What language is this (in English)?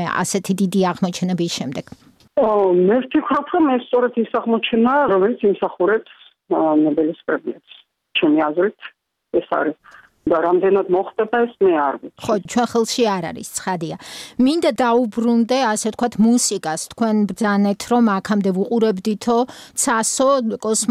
Georgian